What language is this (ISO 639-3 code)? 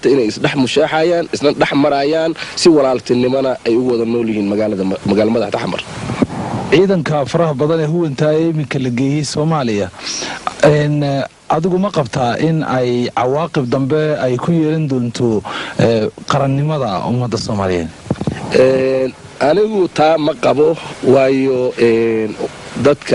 som